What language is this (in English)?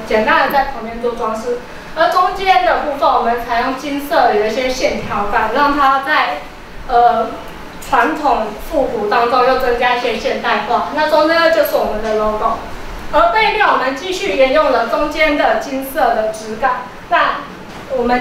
Chinese